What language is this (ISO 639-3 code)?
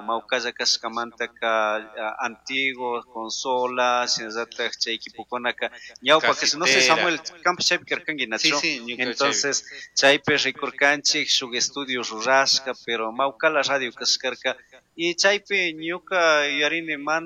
qug